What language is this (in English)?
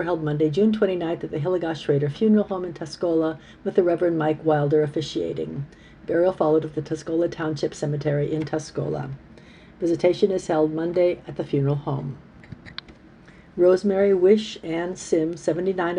English